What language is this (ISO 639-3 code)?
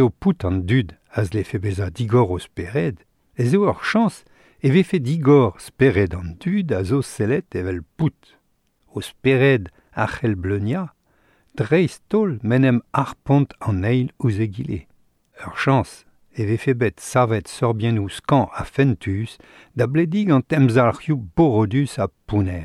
bre